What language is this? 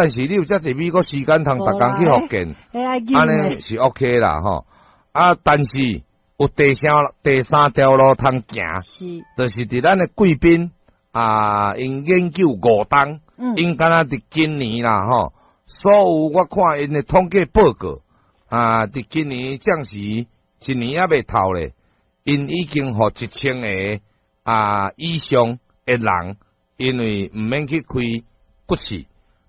Min Nan Chinese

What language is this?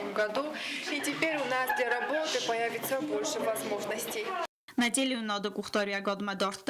Ossetic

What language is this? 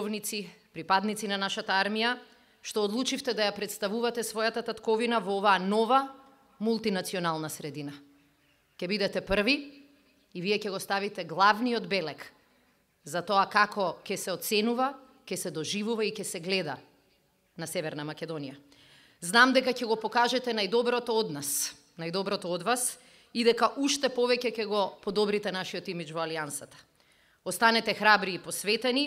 Macedonian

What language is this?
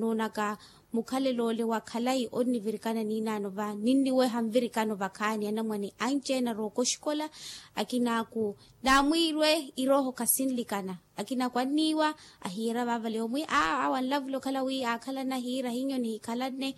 Makhuwa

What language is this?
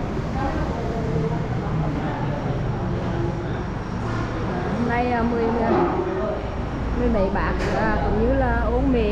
Vietnamese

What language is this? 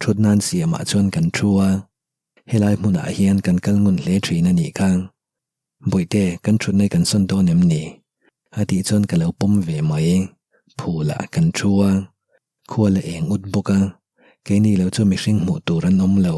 Mizo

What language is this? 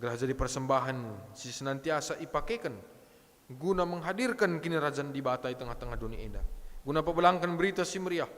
Batak Karo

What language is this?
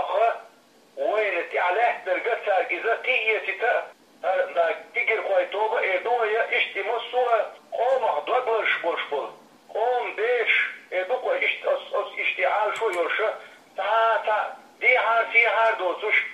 Chechen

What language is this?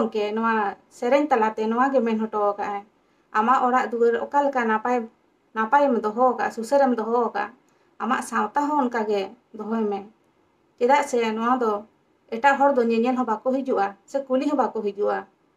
Santali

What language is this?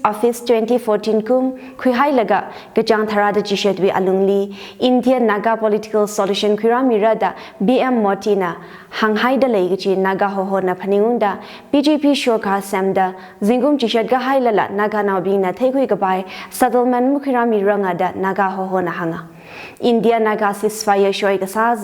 Tangkhul Naga (India)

